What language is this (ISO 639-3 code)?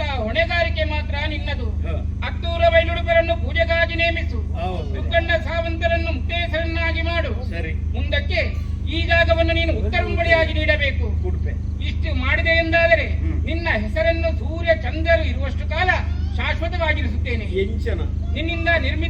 tcy